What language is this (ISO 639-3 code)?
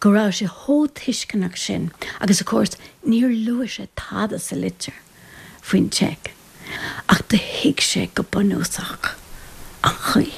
gle